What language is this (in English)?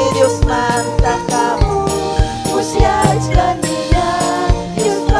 Ayacucho Quechua